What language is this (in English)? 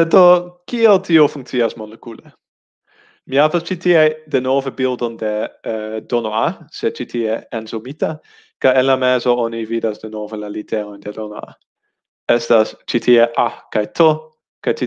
Esperanto